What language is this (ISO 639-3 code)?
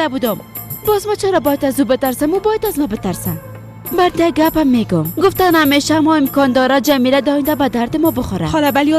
fas